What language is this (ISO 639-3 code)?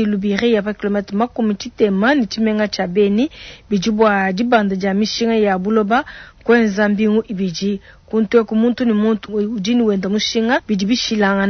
lua